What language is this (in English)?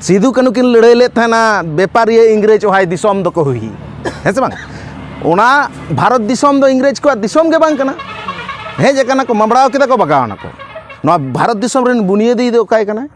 Santali